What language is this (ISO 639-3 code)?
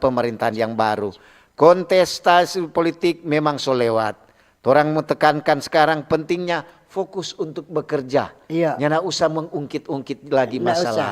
xmm